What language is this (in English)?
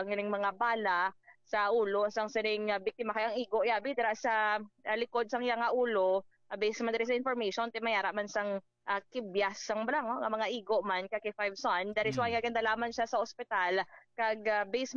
Hiligaynon